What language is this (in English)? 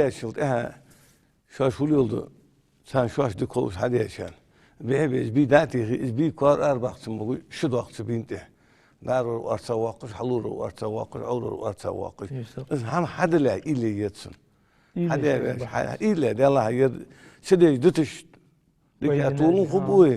Ingush